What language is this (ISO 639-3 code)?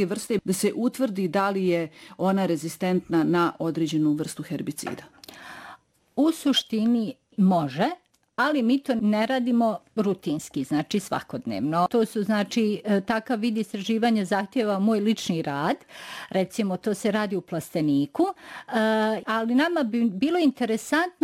bos